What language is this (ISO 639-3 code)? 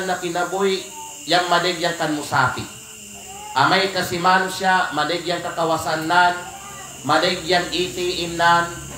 kqe